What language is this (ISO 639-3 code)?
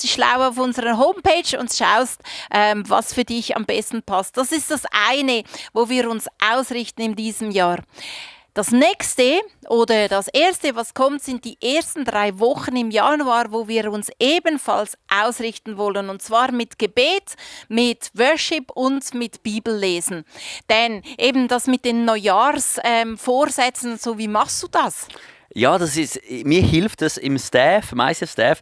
gsw